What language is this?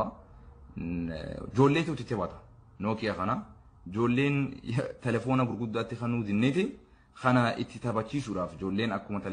Oromo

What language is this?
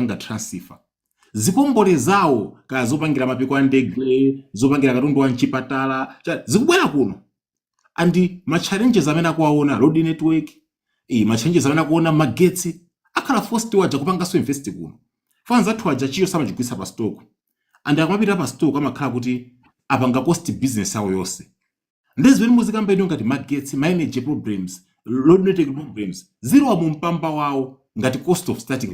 Nyanja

